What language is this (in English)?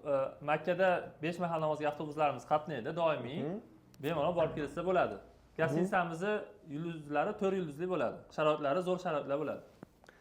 Uzbek